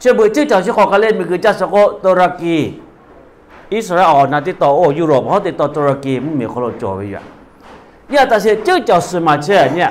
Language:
Lahu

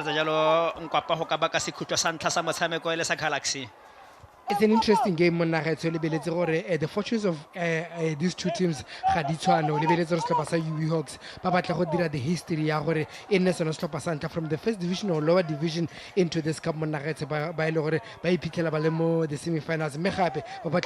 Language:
Tswana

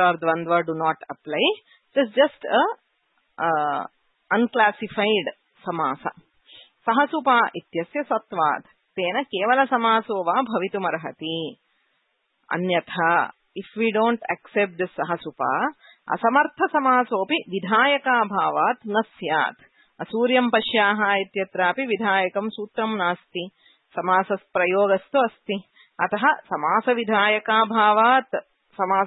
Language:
Sanskrit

